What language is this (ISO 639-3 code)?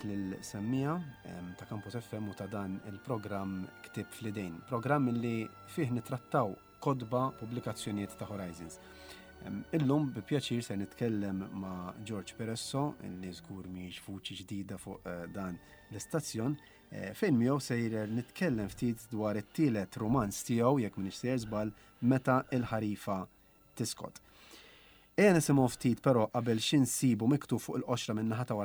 mlt